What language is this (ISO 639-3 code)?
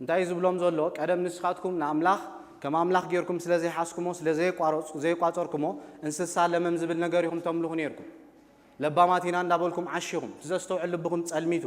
tir